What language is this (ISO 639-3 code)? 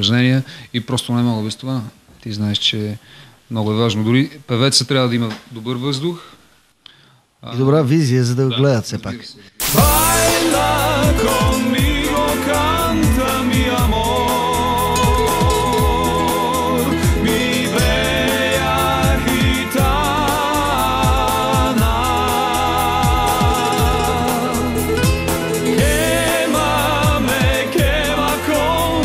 bul